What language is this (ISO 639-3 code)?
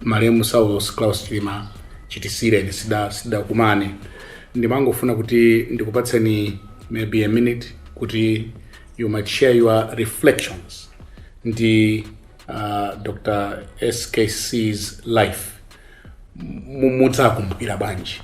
nya